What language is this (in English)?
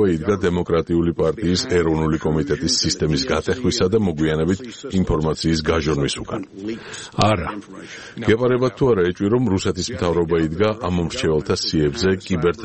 Georgian